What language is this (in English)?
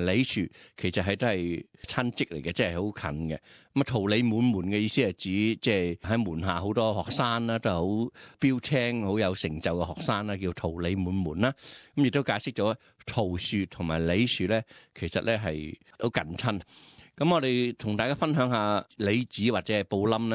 Cantonese